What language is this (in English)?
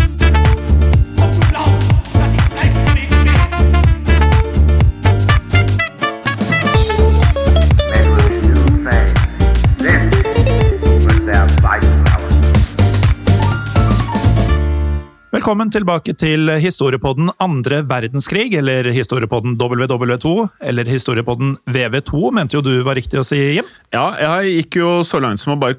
Norwegian